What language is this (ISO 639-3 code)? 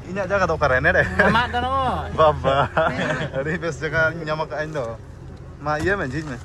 sat